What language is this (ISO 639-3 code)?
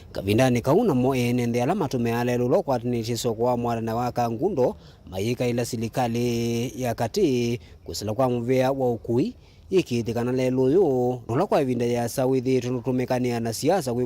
kam